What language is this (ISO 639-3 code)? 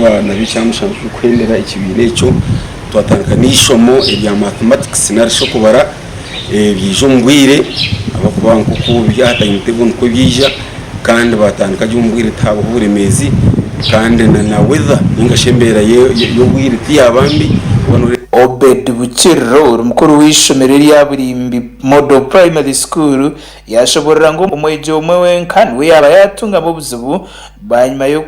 nyn